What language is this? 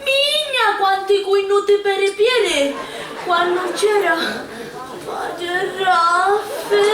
Sicilian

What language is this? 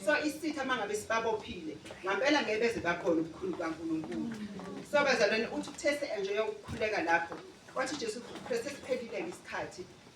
Zulu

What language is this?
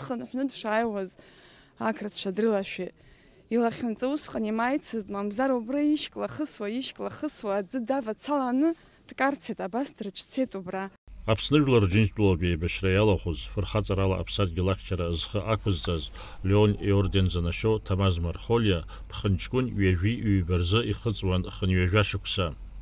Abkhazian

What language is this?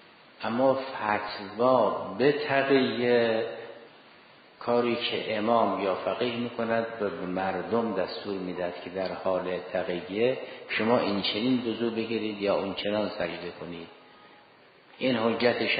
Persian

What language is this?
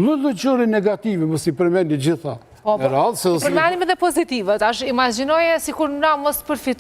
Albanian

